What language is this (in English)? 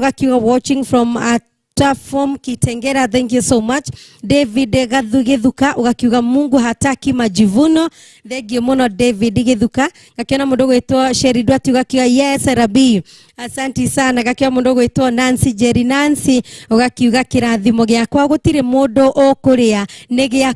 Kikuyu